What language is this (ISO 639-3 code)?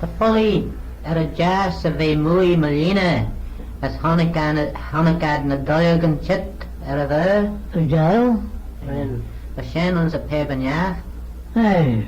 glv